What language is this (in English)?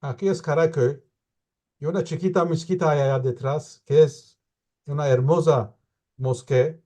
Ladino